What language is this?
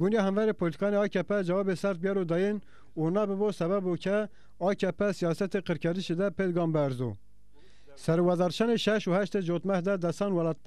Zaza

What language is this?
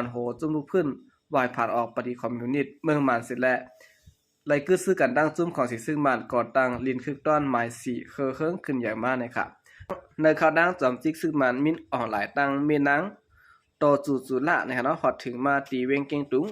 Shan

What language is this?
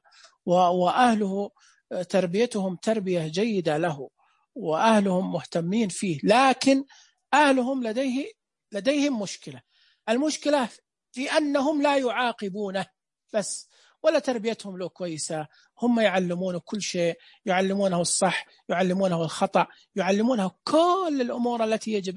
Najdi Arabic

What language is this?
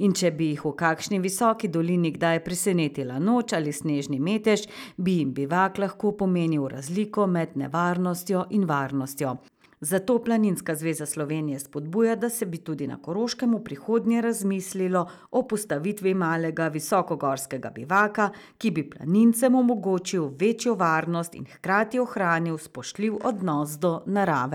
Slovenian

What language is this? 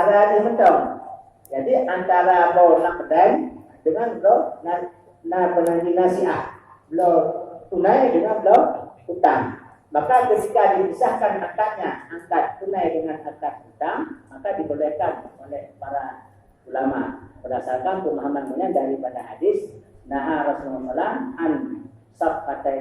Achinese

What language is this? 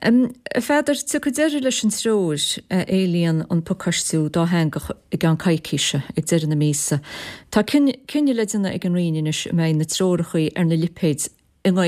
Irish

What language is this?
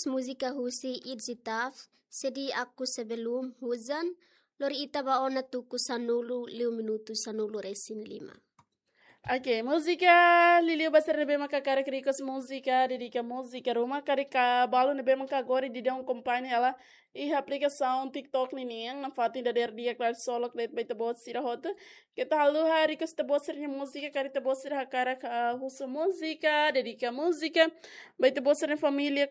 Tetum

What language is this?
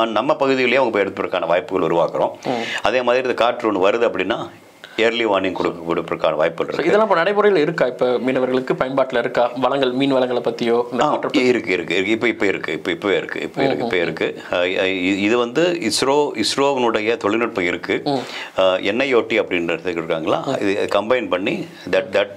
Tamil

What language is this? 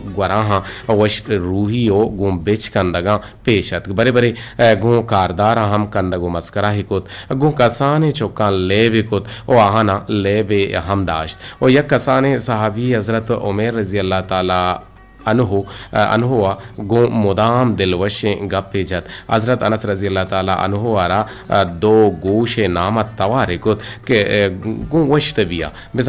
Eastern Balochi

